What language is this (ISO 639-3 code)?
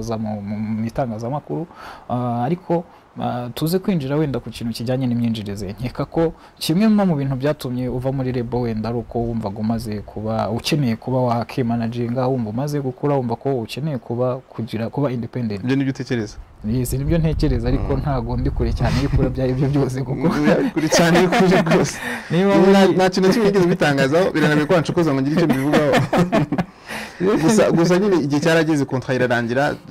kin